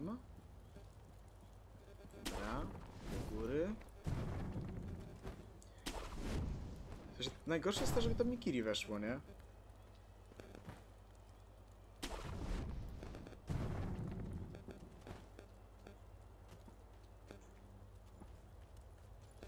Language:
Polish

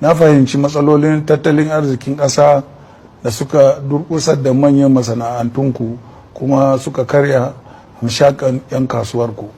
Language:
Hausa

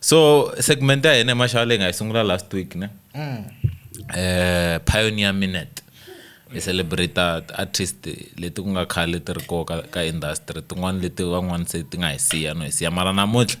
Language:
Tsonga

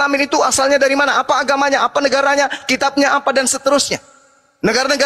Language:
Indonesian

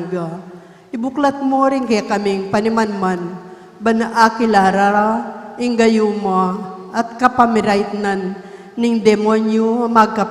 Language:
Pampanga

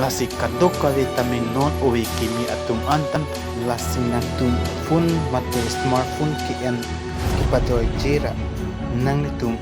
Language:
Karbi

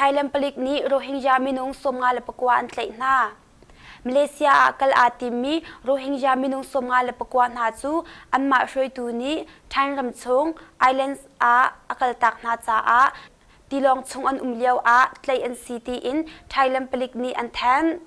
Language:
Hakha Chin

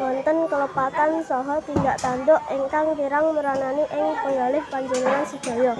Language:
Javanese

